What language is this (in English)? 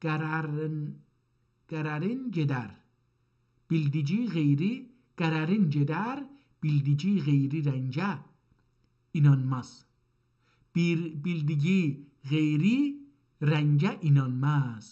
South Azerbaijani